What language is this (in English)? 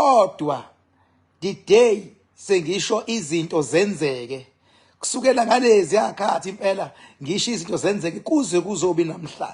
Zulu